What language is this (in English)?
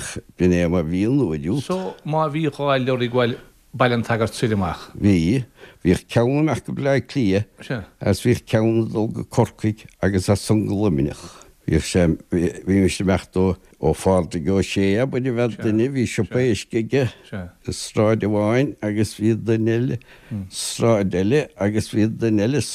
Irish